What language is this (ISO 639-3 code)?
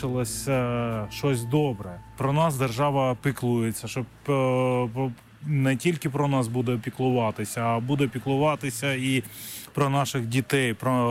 ukr